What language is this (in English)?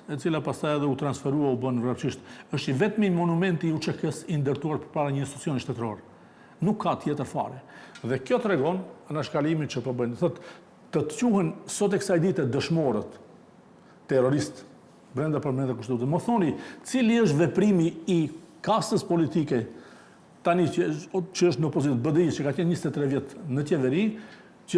Albanian